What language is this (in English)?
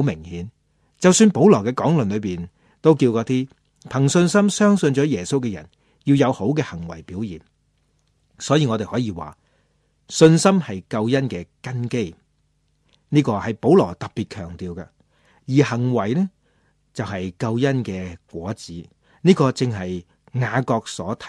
Cantonese